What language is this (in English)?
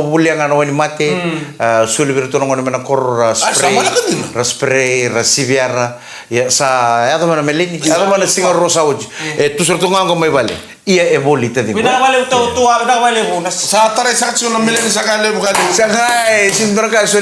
Fijian